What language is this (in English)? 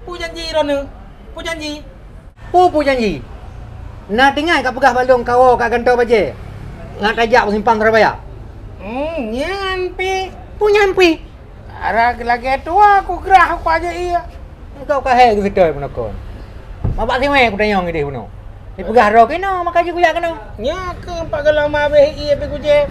Achinese